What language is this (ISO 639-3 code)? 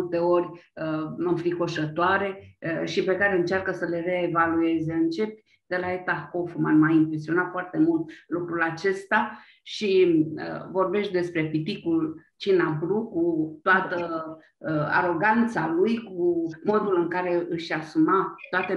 ron